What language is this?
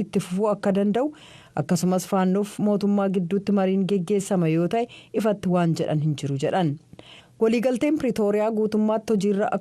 Oromo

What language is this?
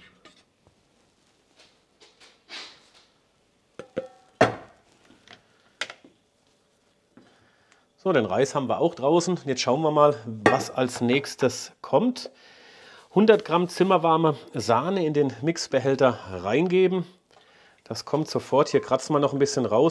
German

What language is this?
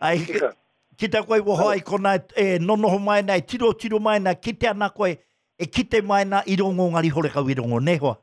Māori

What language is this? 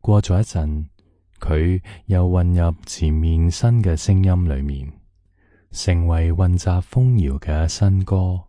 Cantonese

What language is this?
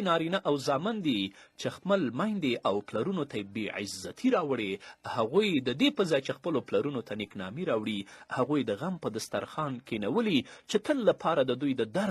Pashto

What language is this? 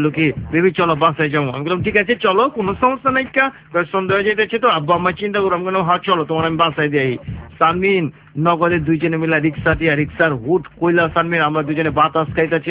Bangla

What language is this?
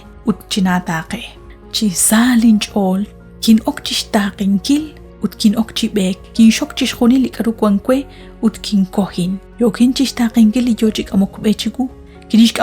Kekchí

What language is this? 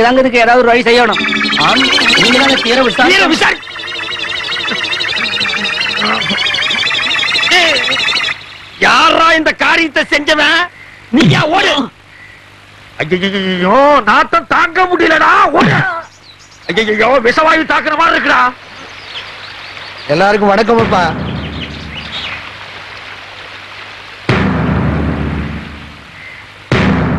Tamil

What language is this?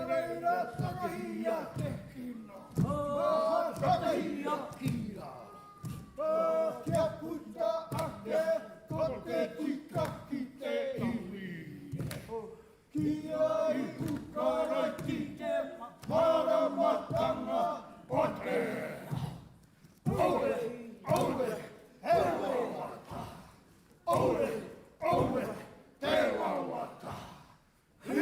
Māori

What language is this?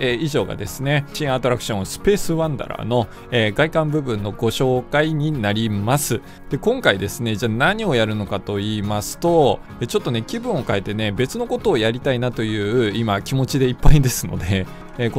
Japanese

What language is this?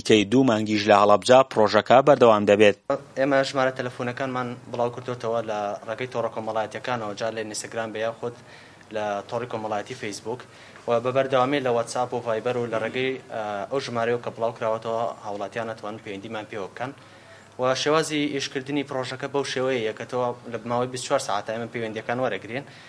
Central Kurdish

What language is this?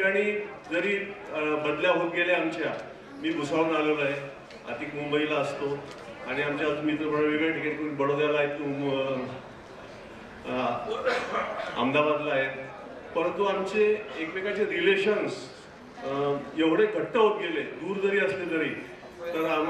Marathi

